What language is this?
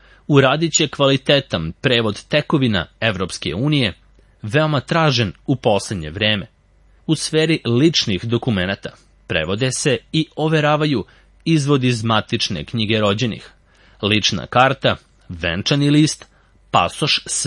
Serbian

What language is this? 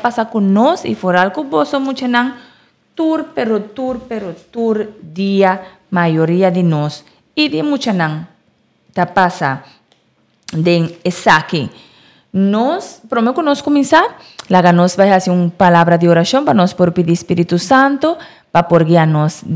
Papiamento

